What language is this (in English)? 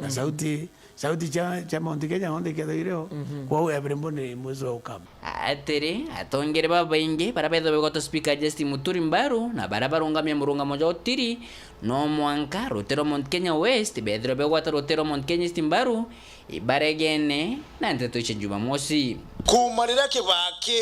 Meru